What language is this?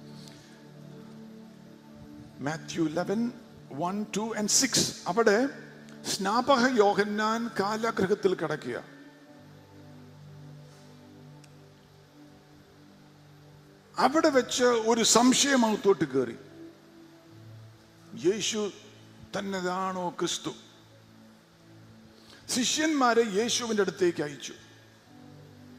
Malayalam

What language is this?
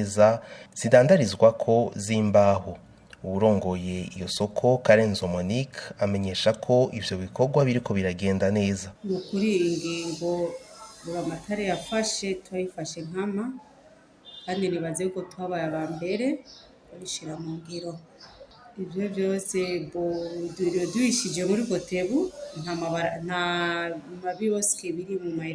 Rundi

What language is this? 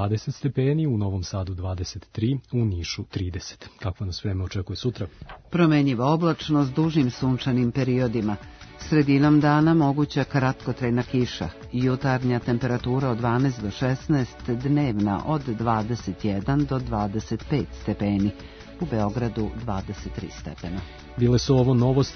Serbian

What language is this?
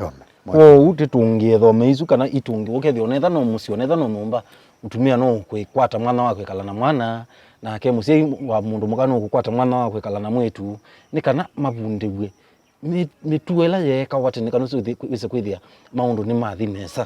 Kamba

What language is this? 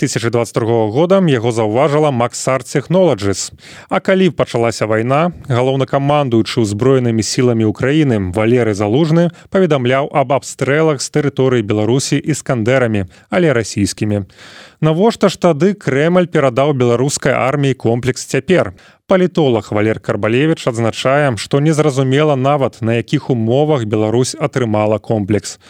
Belarusian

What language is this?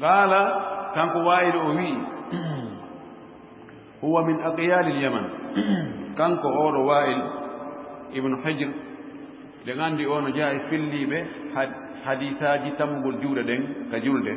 Fula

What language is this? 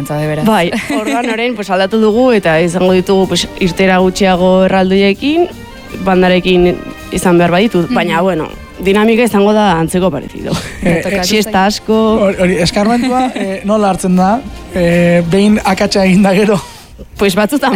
Basque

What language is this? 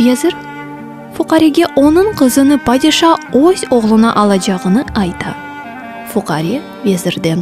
Crimean Tatar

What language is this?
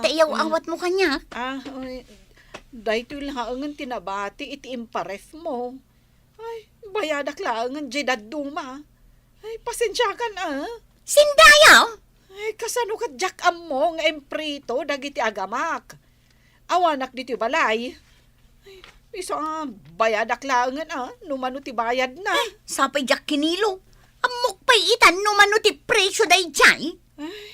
Iloko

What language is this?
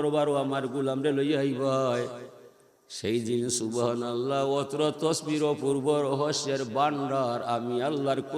Sylheti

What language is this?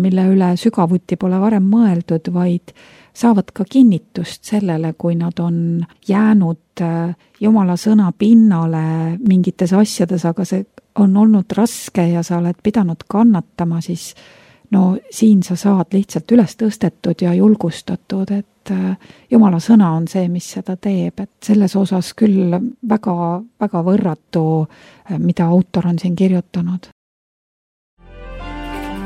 Estonian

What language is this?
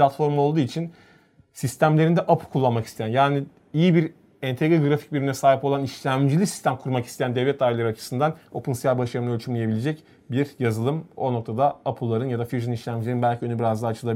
Turkish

